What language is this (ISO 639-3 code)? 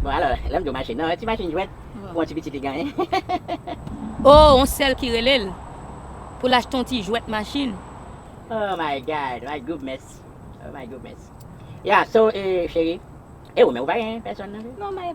hat